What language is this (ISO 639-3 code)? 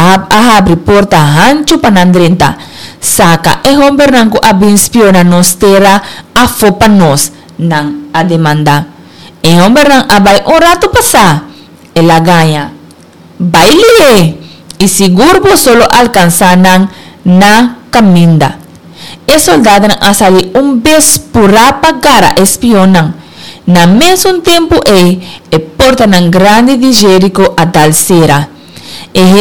pap